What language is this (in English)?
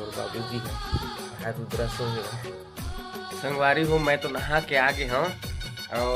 Chhattisgarhi